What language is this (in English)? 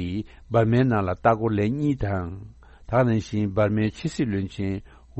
Tibetan